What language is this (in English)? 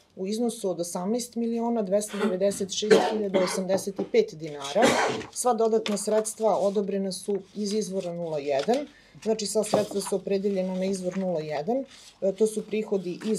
Serbian